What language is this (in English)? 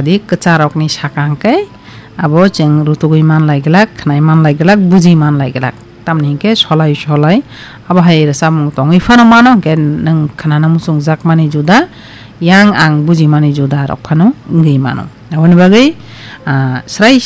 Kok Borok